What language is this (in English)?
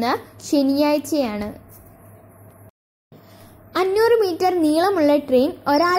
Malayalam